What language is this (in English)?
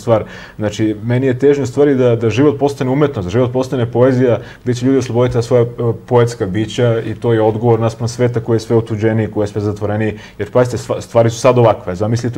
Serbian